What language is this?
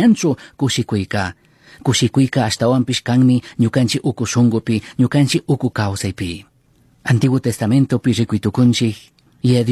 Chimborazo Highland Quichua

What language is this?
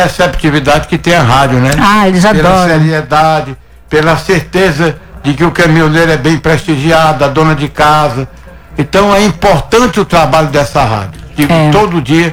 Portuguese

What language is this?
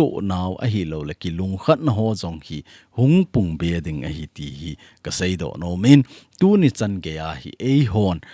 Thado Chin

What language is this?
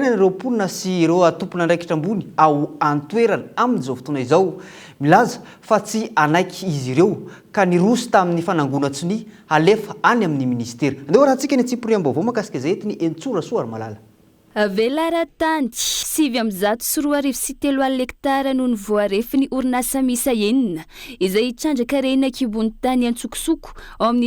Malagasy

